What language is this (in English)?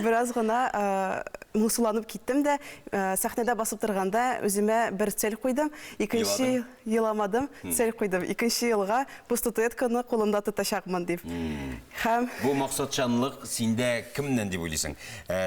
Tatar